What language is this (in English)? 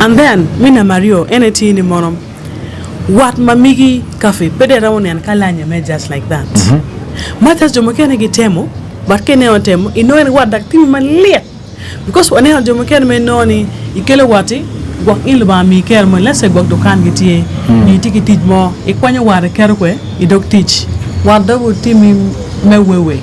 Acoli